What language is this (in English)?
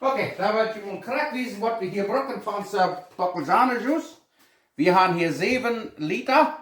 Plautdietsch